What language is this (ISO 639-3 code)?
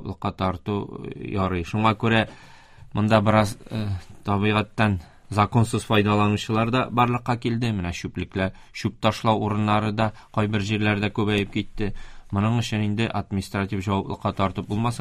tat